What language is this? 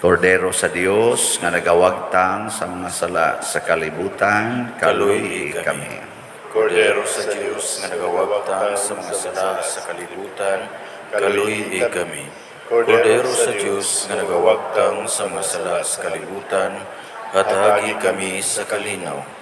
Cebuano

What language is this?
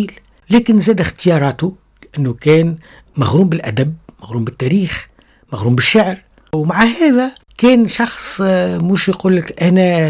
Tunisian Arabic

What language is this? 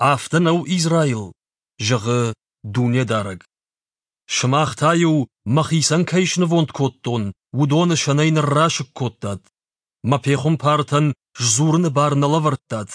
Ossetic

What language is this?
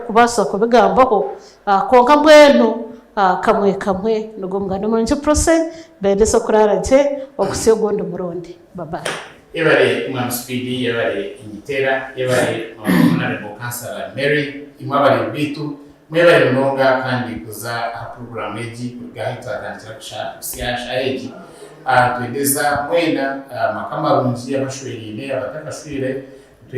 Nyankole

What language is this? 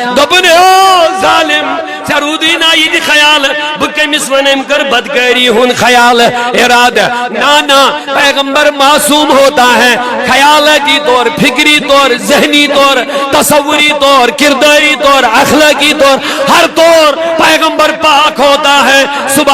Kashmiri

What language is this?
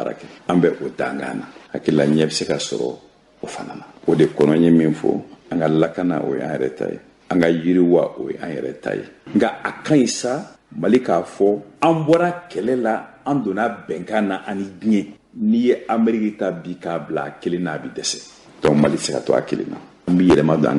Bambara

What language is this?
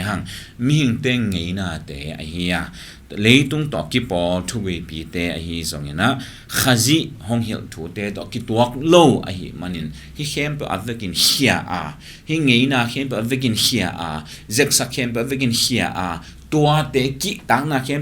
Tedim Chin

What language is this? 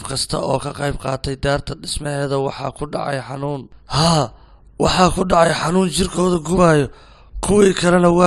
Somali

